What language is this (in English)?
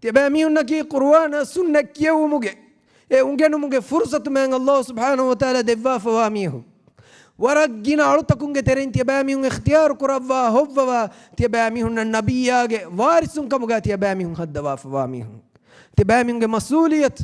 Divehi